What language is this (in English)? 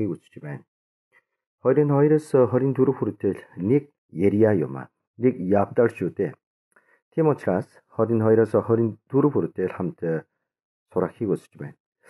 Mongolian